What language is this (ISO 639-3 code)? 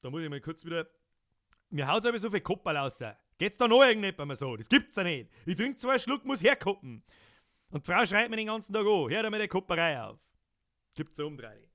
bar